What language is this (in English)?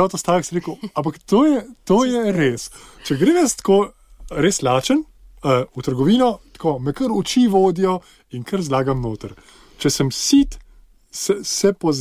Slovenian